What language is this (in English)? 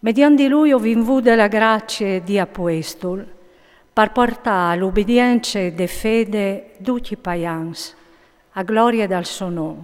Friulian